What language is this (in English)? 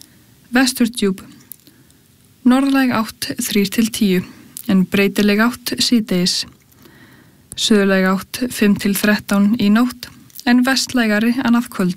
Icelandic